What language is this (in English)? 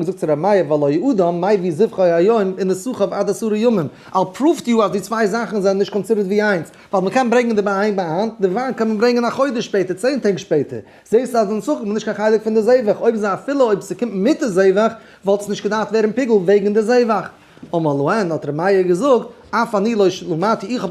Yiddish